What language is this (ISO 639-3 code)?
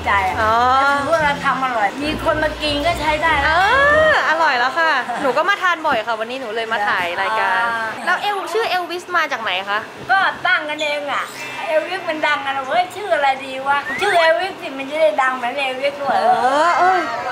tha